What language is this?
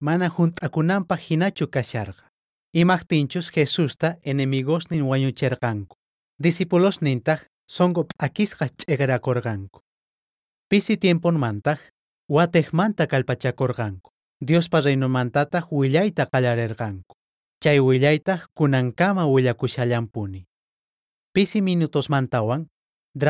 South Bolivian Quechua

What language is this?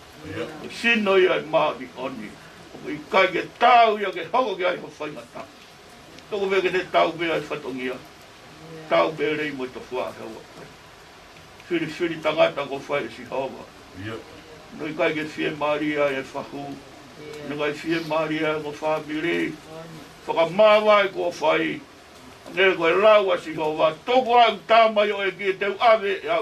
Tongan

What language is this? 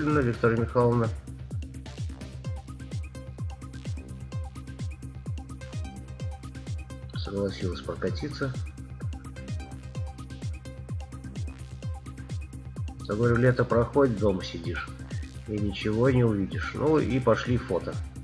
Russian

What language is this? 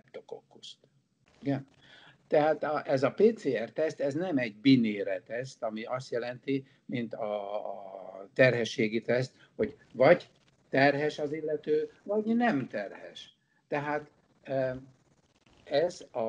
Hungarian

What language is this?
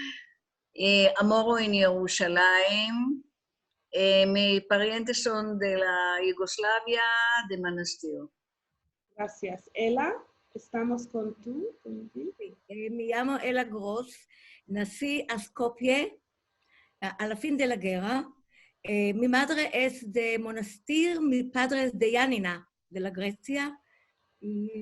Ladino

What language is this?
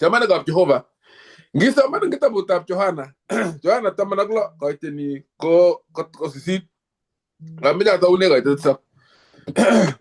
Kalenjin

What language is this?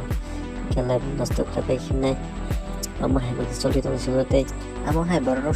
Kok Borok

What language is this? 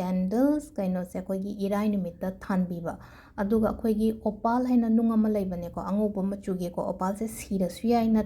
Manipuri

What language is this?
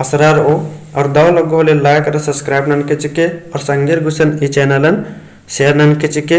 Kurukh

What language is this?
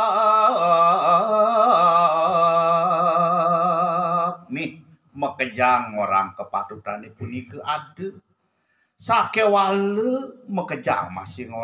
Balinese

